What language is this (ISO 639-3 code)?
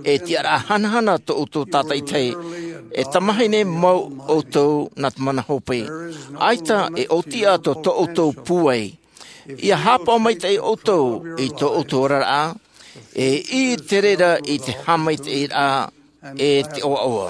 tah